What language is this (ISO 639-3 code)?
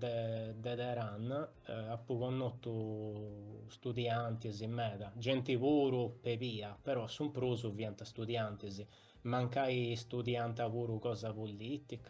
srd